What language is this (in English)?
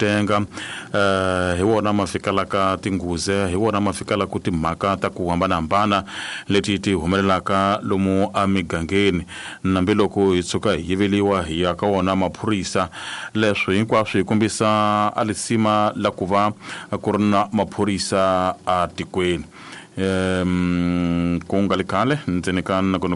Tsonga